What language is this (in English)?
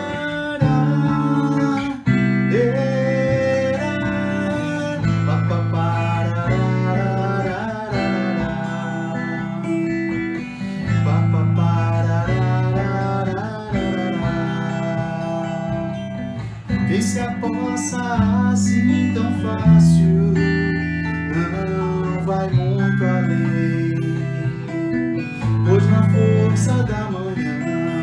Portuguese